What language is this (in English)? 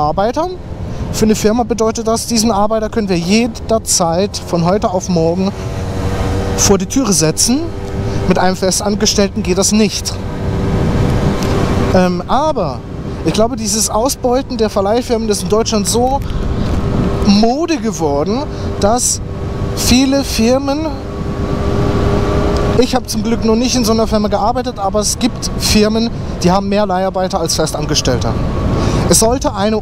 German